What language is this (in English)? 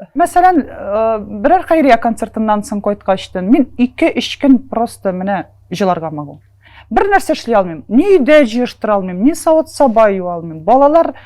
Tatar